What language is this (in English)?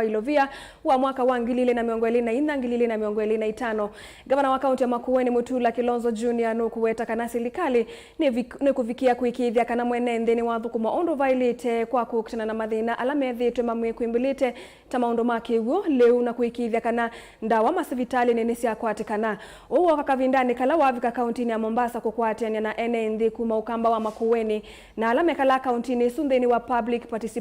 Kamba